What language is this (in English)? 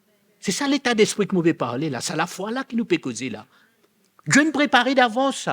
Morisyen